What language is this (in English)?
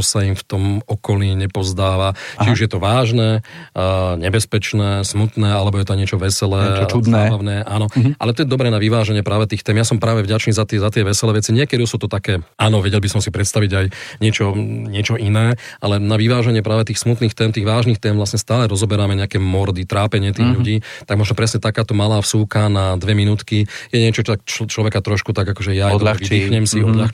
Slovak